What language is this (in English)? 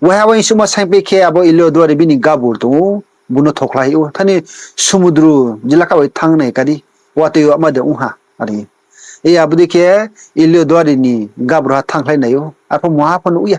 Riang (India)